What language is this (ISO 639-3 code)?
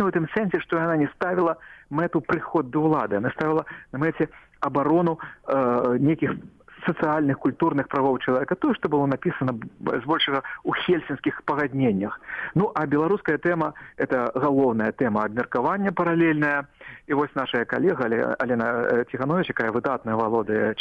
bel